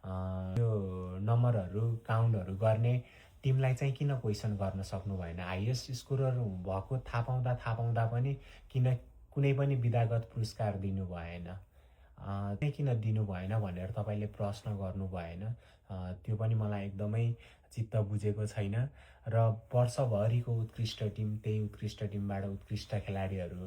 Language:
Nepali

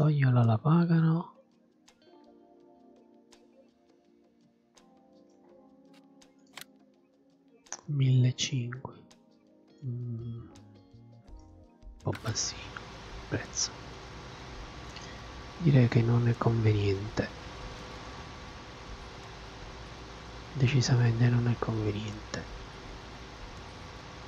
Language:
Italian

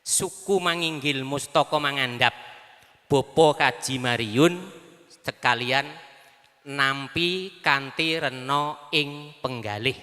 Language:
Javanese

